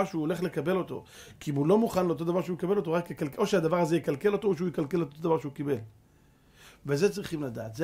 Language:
Hebrew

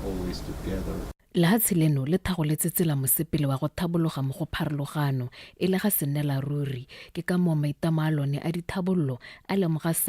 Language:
Tswana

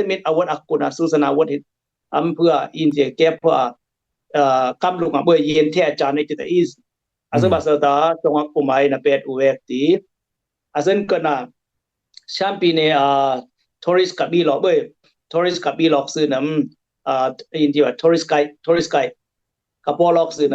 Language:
Dimasa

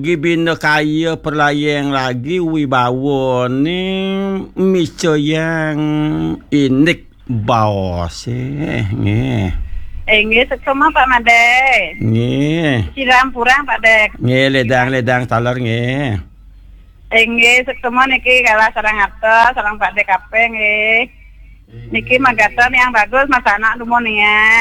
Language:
Balinese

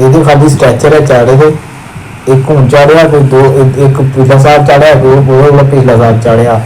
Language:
Dogri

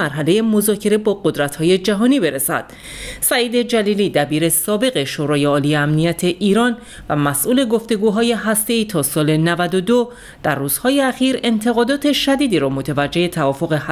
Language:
Persian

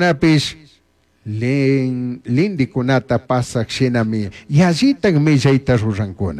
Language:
Chimborazo Highland Quichua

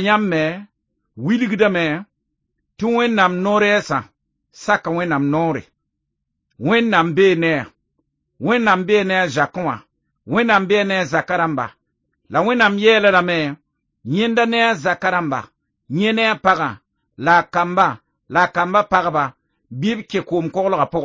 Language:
Mossi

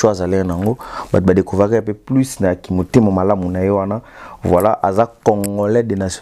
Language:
Lingala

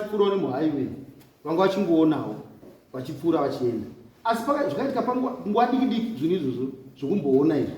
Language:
Shona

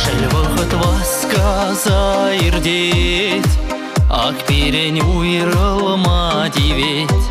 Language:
Chuvash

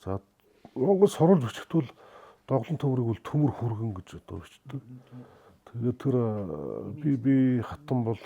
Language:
Mongolian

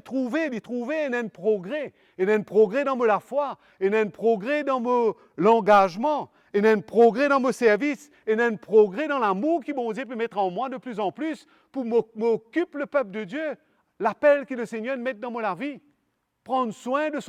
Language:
Morisyen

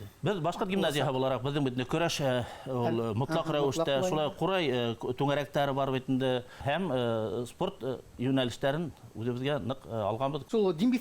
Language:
Bashkir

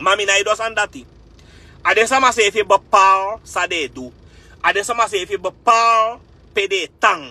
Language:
Sranan Tongo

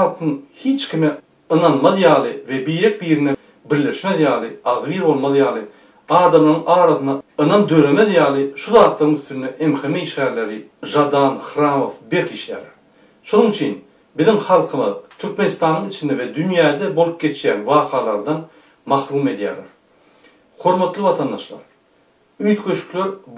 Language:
Turkmen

